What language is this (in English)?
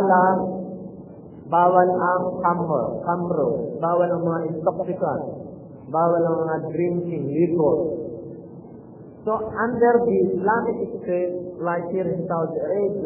Filipino